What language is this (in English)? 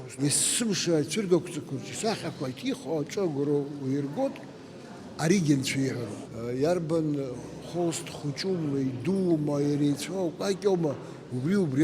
Abkhazian